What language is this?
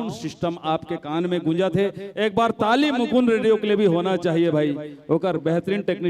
Chhattisgarhi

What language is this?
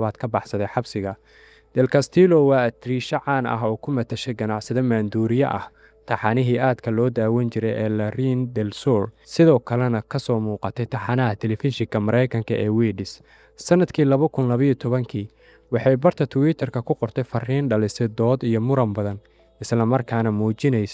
Somali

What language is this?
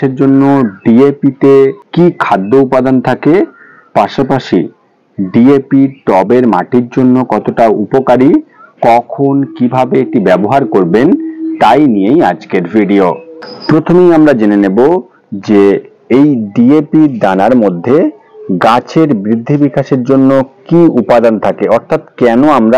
Bangla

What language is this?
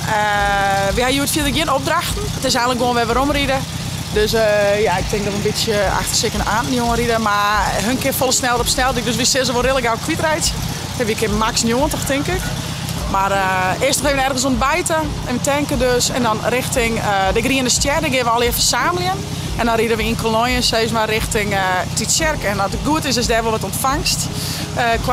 Western Frisian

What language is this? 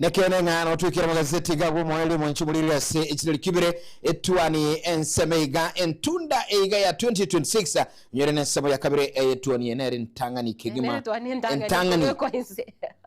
Gusii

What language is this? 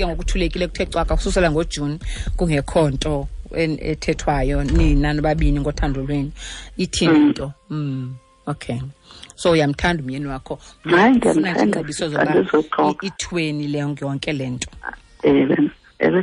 Xhosa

